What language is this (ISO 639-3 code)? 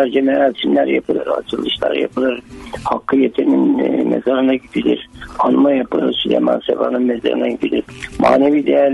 tur